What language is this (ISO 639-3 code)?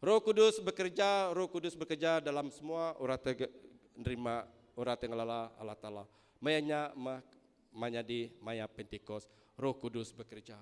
iba